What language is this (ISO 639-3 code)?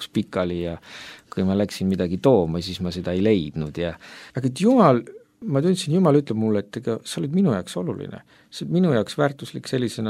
est